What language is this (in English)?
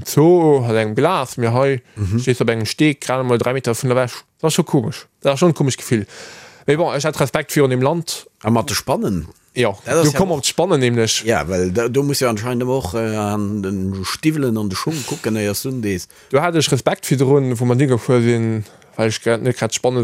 Luxembourgish